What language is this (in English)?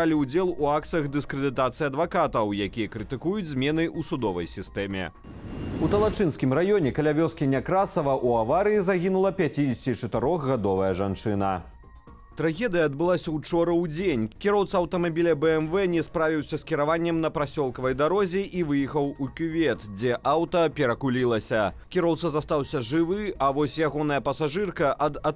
Belarusian